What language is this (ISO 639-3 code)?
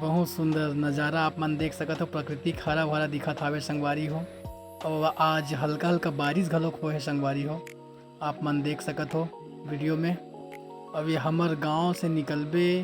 hne